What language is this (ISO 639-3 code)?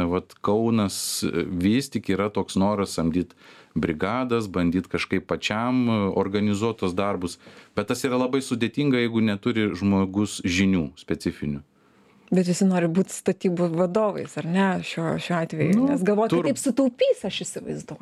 lit